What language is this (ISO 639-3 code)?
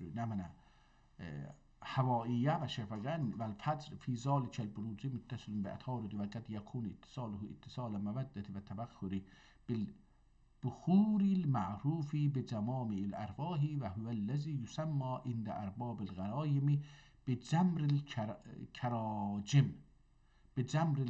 azb